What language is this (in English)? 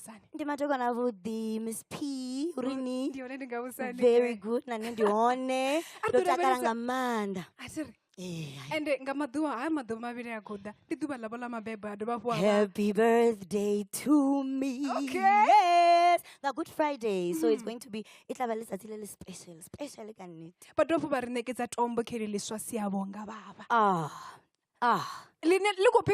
Venda